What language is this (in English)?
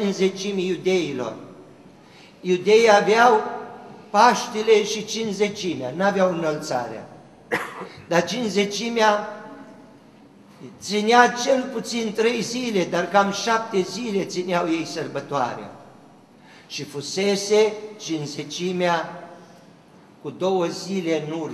Romanian